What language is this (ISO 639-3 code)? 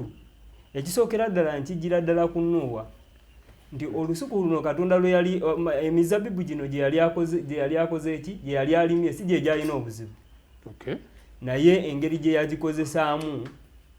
lug